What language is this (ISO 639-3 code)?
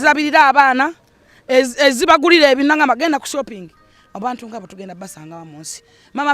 lug